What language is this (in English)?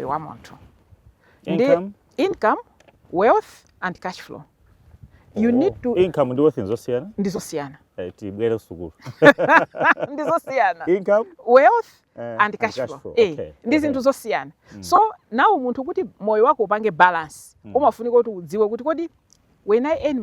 Nyanja